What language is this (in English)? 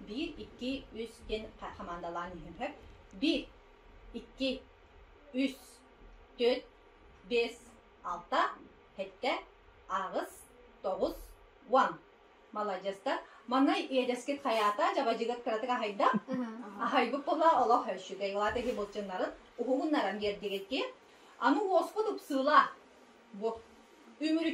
Yakut